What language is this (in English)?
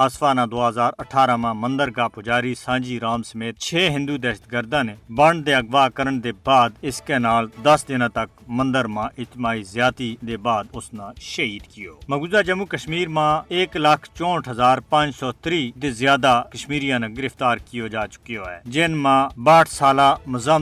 Gujari